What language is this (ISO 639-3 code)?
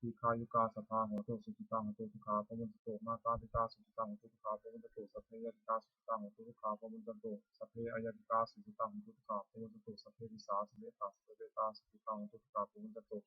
pli